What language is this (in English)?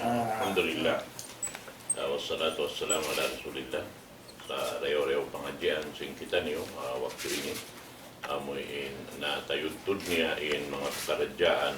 Tausug